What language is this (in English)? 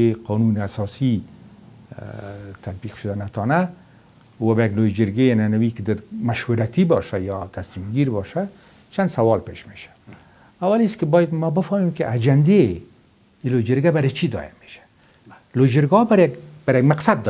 Persian